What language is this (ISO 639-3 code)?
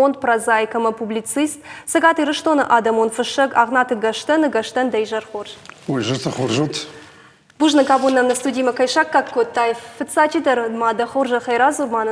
oss